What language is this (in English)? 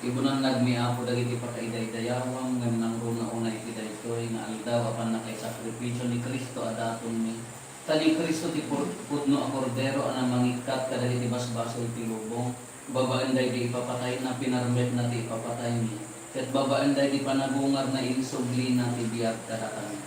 Iloko